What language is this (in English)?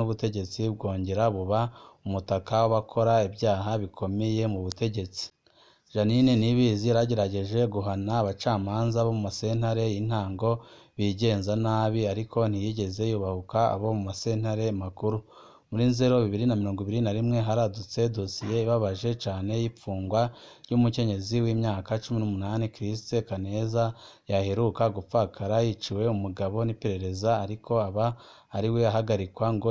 Rundi